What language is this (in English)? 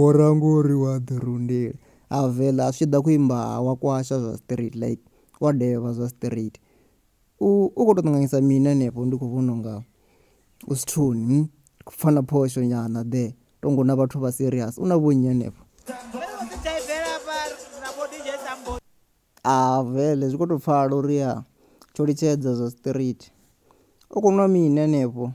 Venda